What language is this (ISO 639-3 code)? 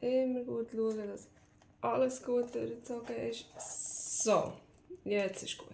gsw